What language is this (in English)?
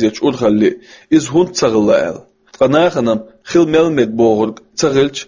Chechen